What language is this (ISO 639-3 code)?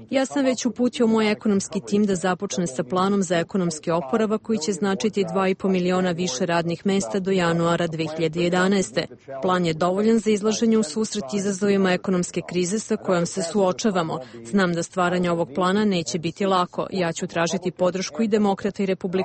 srp